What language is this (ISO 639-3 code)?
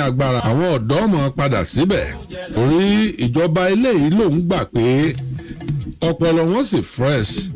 yor